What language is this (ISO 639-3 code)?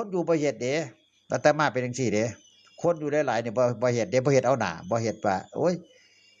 tts